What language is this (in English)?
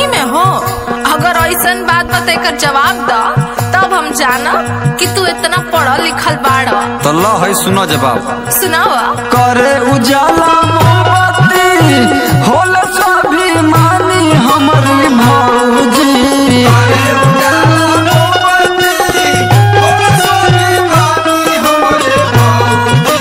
Bhojpuri